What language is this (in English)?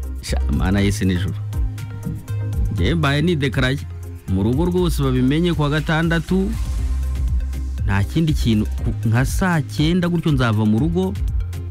Kinyarwanda